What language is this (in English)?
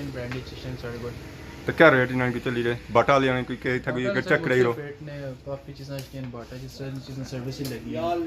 Pahari-Potwari